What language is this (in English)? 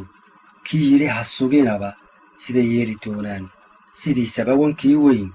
Somali